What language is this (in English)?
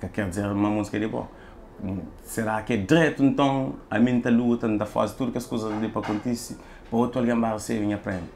Kabuverdianu